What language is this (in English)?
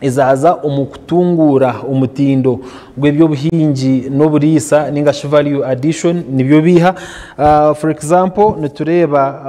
Nyankole